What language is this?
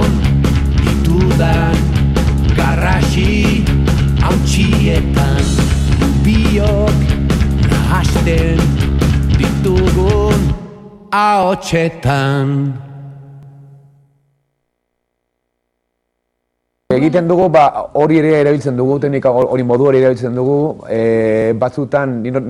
Basque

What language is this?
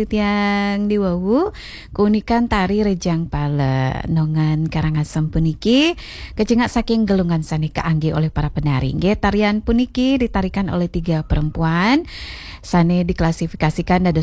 Balinese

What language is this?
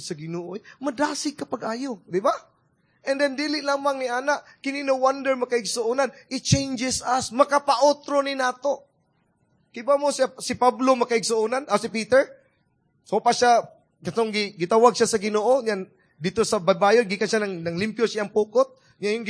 Cebuano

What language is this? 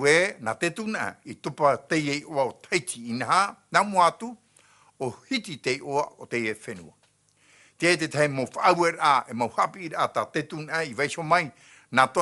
Tahitian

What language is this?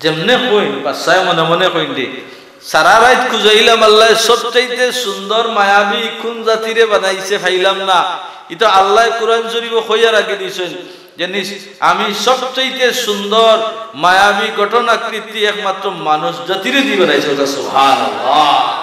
Sylheti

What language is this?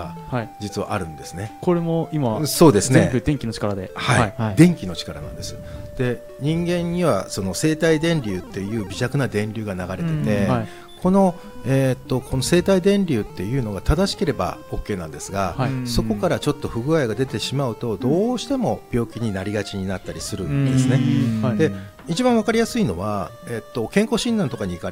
Japanese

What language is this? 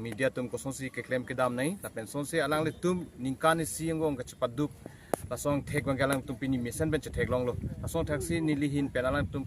Karbi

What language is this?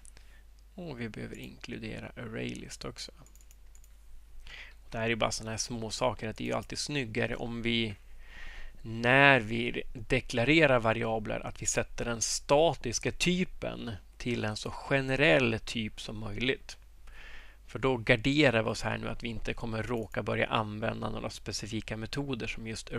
Swedish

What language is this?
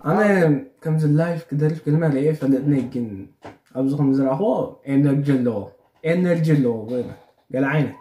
Tigrinya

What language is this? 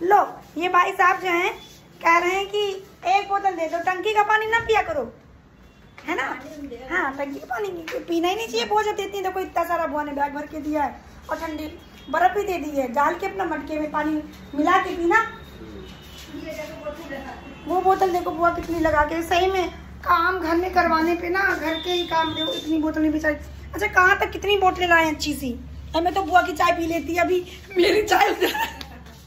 Hindi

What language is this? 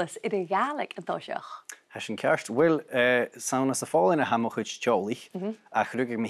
Scottish Gaelic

